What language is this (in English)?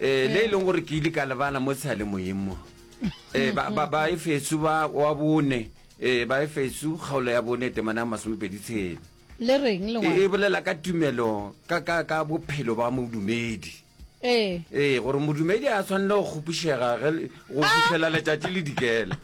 Northern Sotho